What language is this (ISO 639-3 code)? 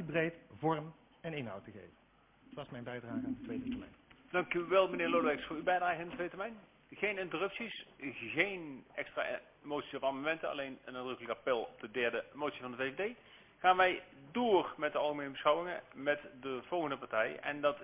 nld